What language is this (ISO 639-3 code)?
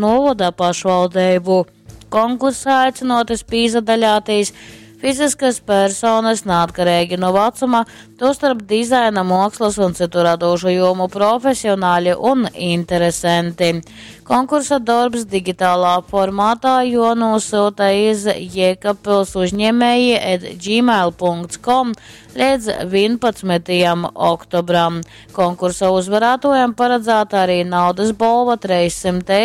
ltg